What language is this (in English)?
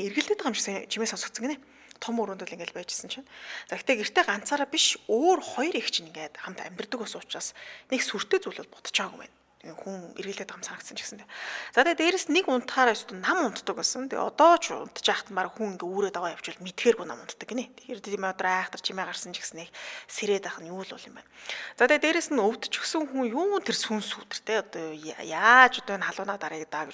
Mongolian